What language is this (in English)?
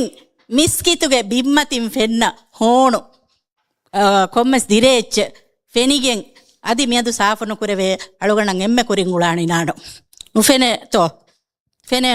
Divehi